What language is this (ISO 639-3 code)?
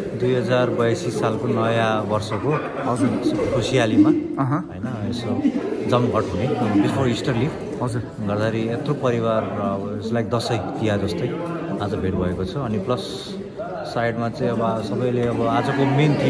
nep